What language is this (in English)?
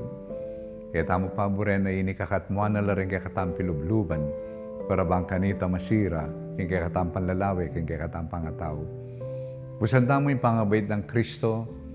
Pampanga